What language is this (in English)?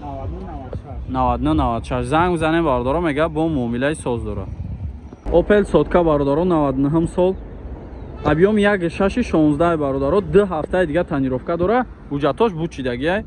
Tajik